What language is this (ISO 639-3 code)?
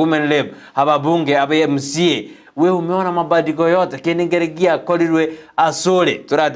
guz